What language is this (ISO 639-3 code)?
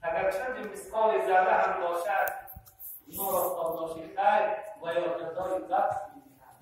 tgk